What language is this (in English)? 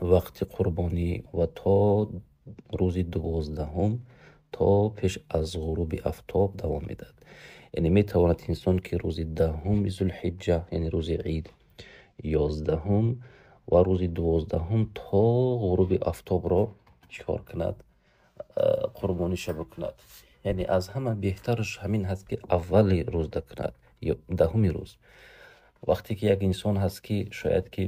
Tajik